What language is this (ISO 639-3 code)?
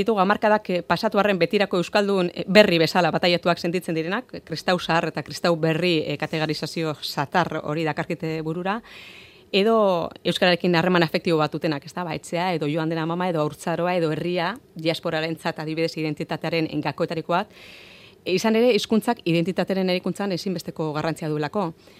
eus